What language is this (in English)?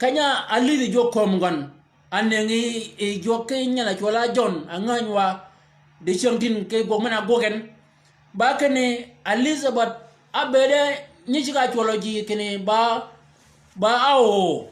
Shilluk